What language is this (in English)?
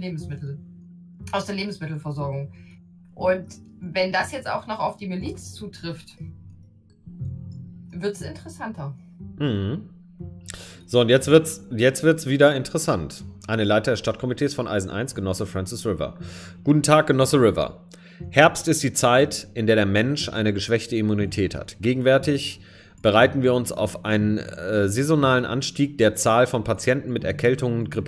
German